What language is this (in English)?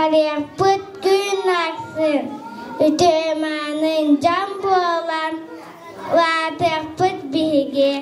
Yakut